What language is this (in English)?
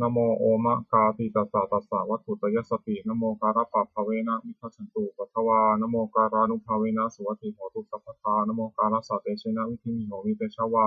Pali